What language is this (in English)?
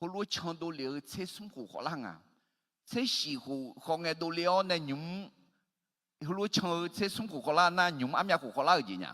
Akha